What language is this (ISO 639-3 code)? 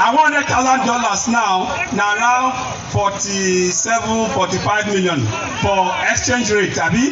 pcm